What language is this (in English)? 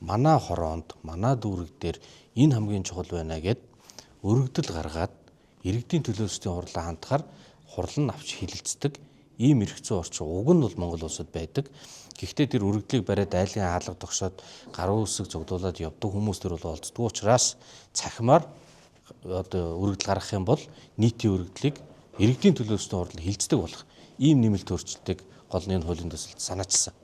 Mongolian